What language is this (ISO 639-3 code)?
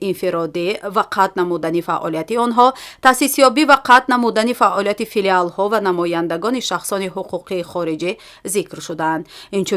tgk